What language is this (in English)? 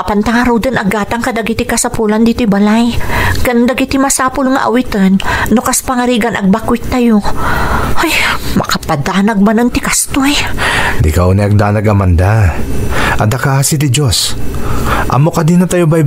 Iloko